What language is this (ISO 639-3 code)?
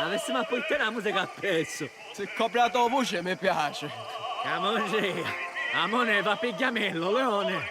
scn